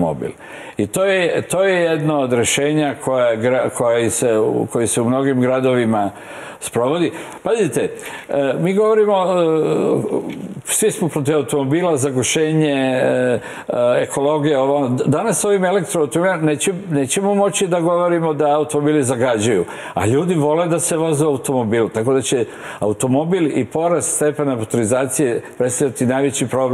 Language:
Serbian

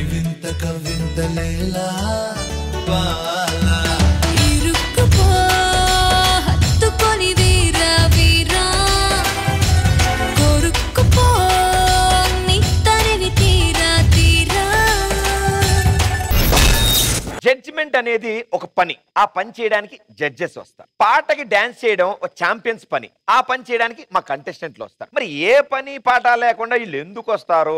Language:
Telugu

